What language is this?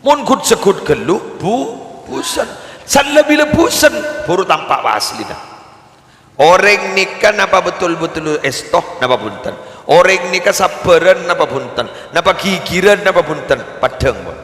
Madurese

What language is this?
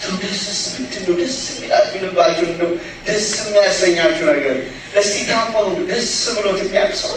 Amharic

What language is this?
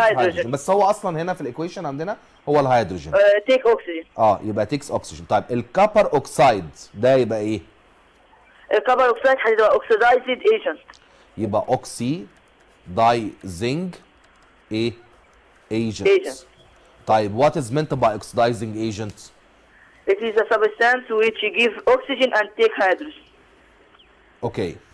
Egyptian Arabic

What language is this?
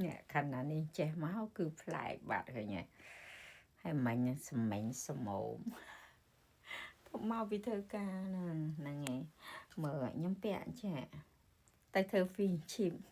Khmer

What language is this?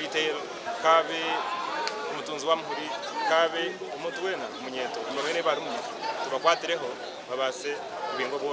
Nyankole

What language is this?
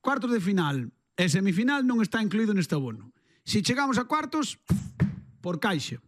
Galician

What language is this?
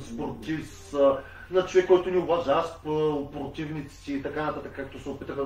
Bulgarian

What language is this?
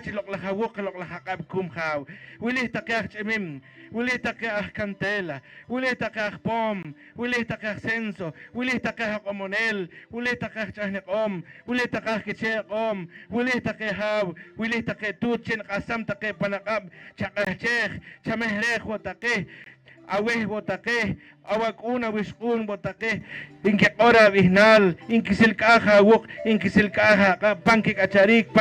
Poqomchi'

